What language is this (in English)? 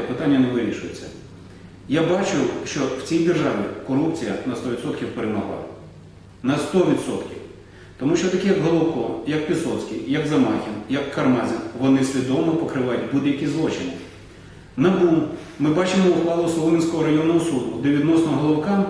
Ukrainian